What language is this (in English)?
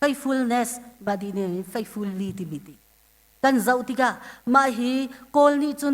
Hakha Chin